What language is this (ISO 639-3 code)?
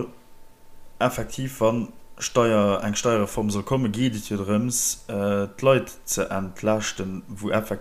ltz